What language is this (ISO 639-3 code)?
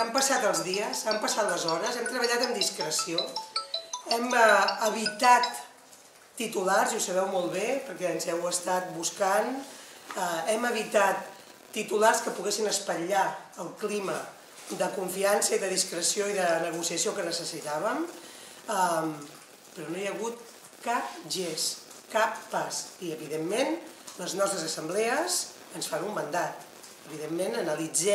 cat